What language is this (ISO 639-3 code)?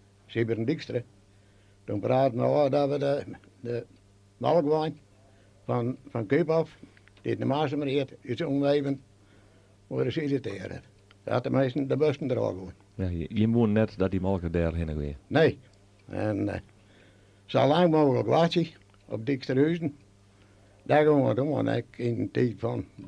fry